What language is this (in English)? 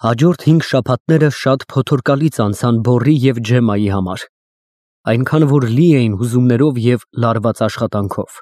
Armenian